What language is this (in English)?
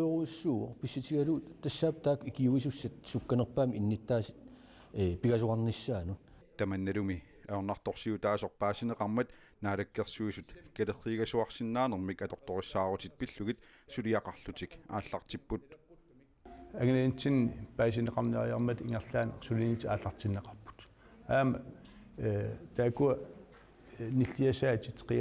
Kalaallisut